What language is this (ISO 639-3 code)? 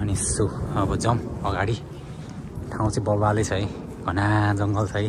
nep